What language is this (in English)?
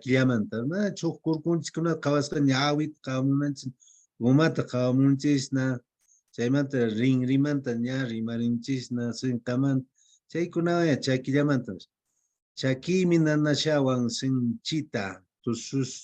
Quechua